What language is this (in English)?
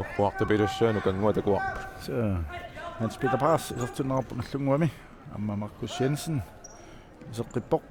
Kalaallisut